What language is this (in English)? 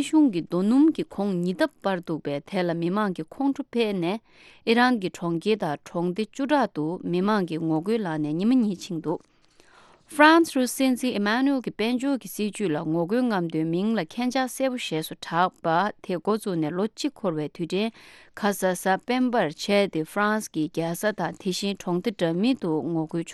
Tibetan